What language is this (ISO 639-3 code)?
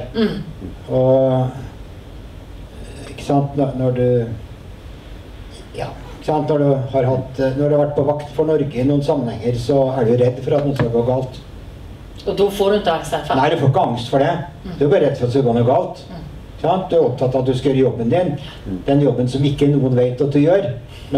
nor